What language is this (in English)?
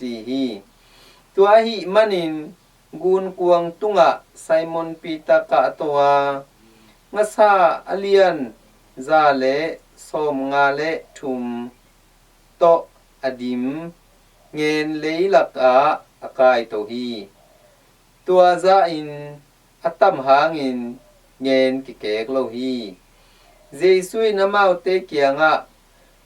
Tedim Chin